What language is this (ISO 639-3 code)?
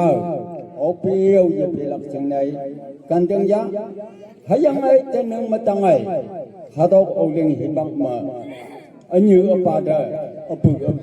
nag